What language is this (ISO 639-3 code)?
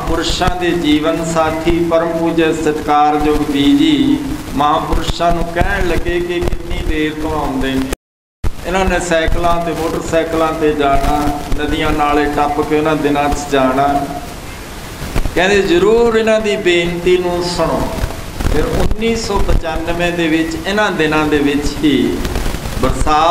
pan